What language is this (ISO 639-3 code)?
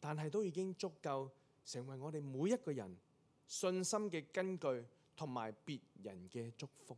yue